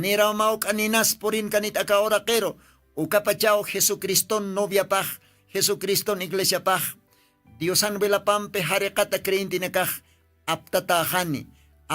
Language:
Aymara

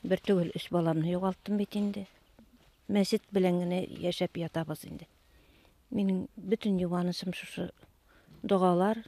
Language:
Bashkir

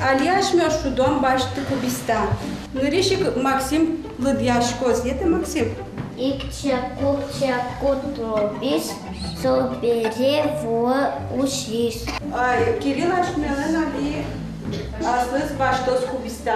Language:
Udmurt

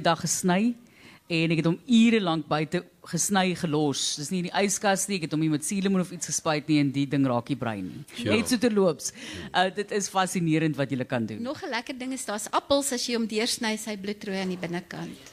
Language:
Afrikaans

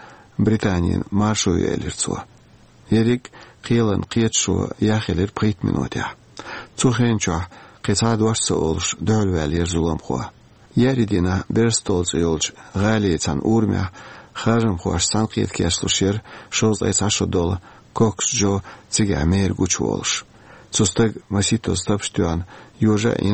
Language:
Chechen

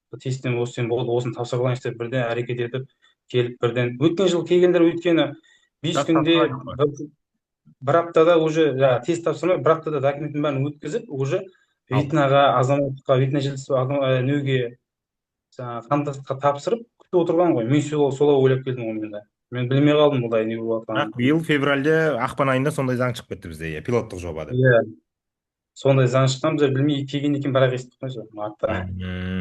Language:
Kazakh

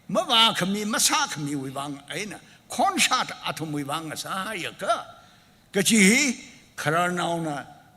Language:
Tangkhul Naga (India)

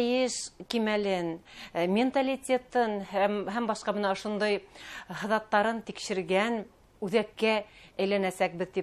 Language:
Bashkir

